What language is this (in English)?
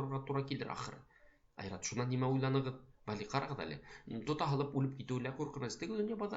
Bashkir